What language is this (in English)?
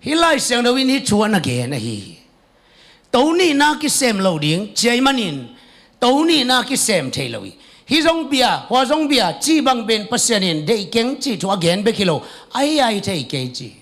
Tedim Chin